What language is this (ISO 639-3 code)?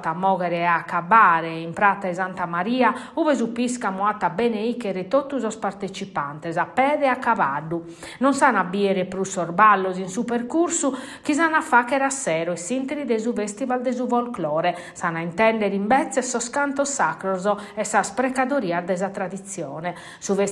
srd